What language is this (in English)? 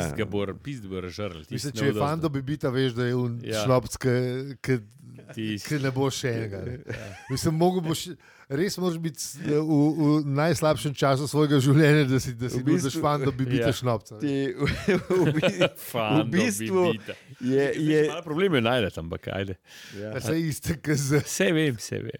Slovenian